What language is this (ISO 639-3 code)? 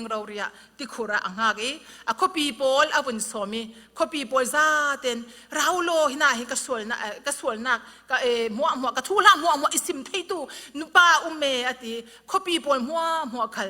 cfm